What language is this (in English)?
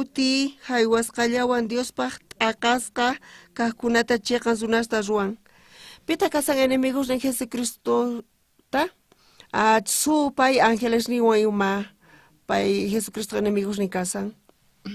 South Bolivian Quechua